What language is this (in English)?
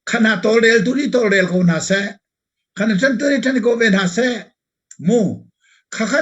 Hakha Chin